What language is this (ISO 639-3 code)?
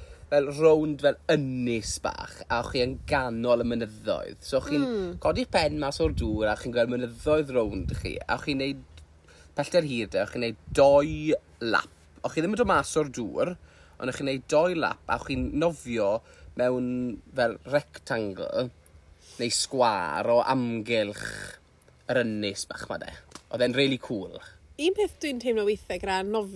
cym